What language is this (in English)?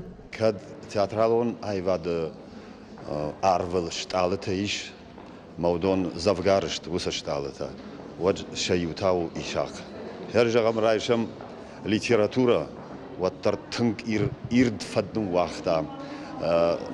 Ossetic